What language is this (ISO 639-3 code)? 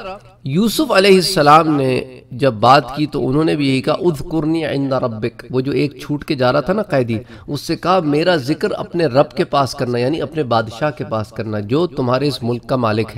urd